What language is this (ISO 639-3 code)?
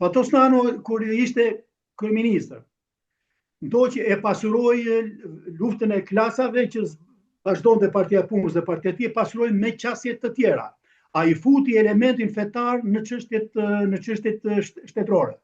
sqi